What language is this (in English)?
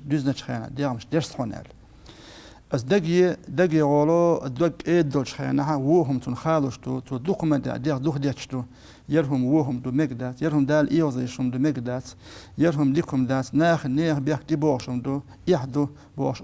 Chechen